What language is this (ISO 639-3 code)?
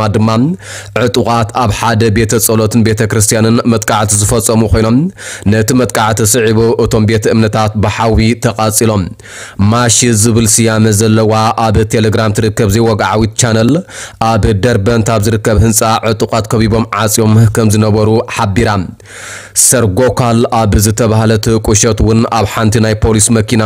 tir